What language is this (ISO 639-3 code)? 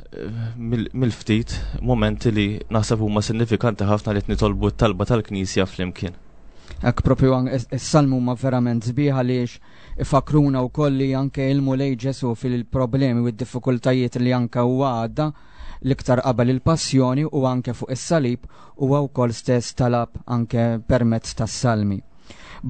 mlt